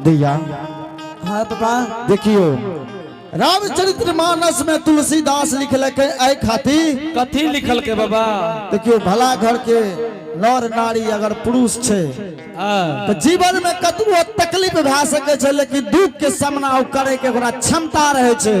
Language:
Angika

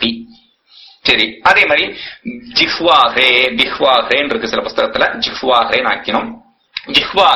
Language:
Tamil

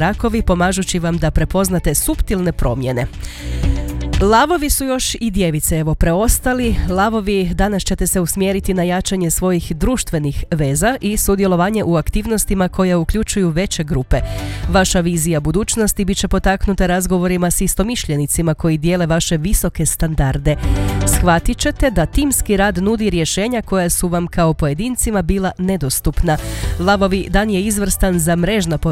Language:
Croatian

